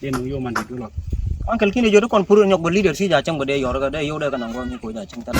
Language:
Nuer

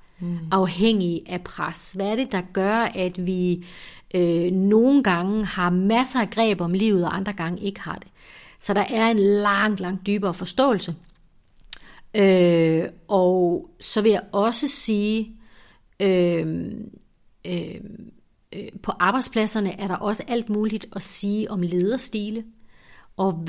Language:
Danish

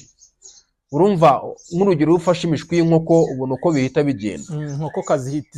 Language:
Kinyarwanda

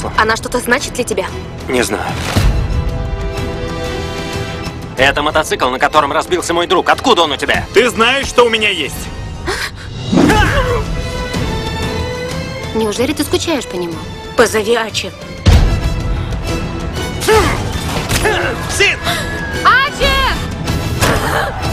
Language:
Russian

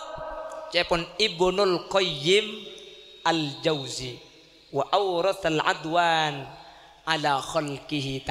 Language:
Madurese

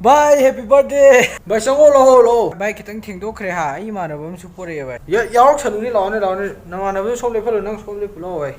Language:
Manipuri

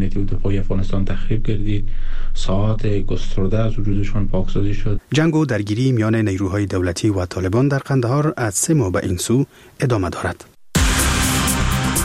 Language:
Persian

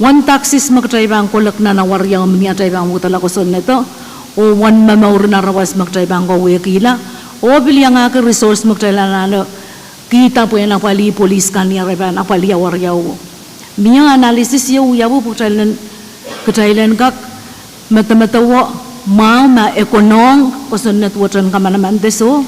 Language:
Pohnpeian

